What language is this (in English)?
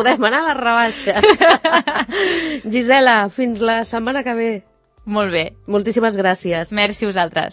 Catalan